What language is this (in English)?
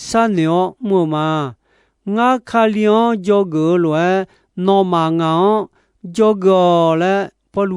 Akha